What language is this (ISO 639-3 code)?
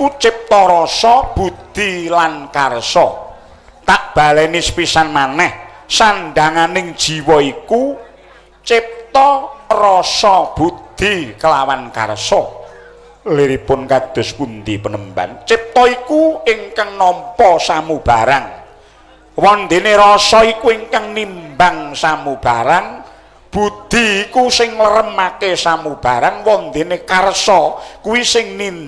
jav